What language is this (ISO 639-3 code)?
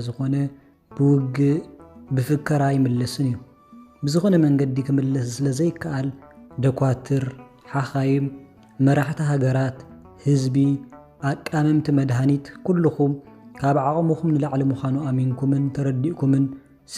tir